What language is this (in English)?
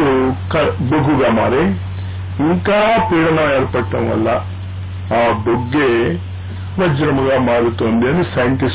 Telugu